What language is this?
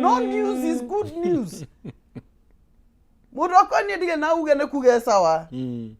Kikuyu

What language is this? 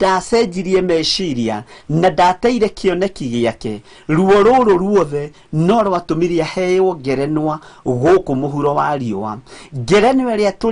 Kikuyu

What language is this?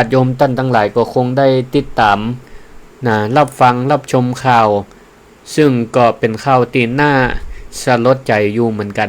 Northern Thai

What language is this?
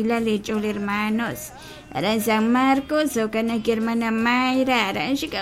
Kekchí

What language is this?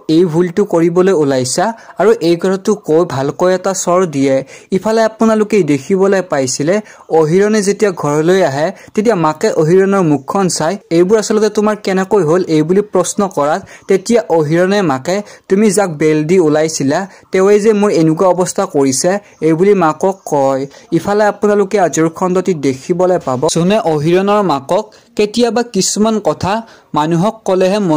Assamese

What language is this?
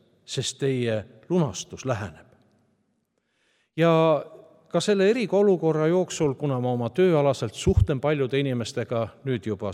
Estonian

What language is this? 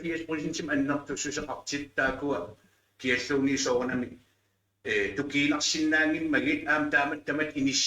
Kalaallisut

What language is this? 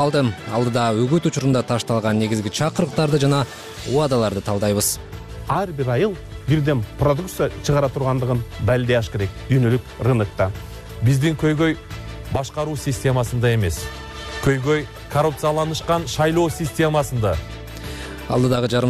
Kyrgyz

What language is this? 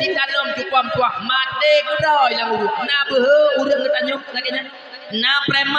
Achinese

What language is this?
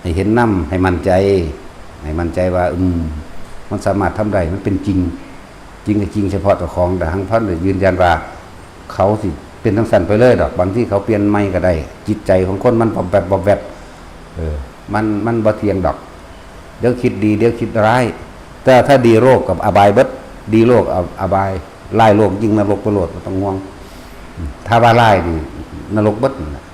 Northeastern Thai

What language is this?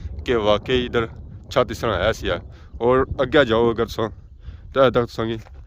Pahari-Potwari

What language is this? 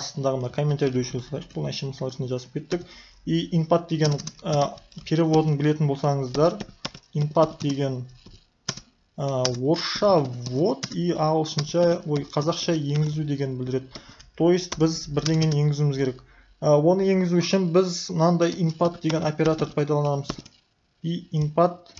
Kazakh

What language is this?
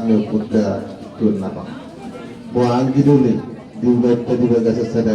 Batak Toba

